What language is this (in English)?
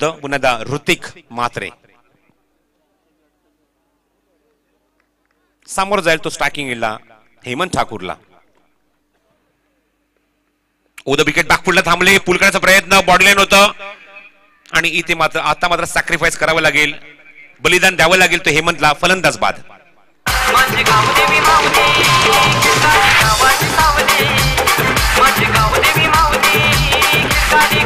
Marathi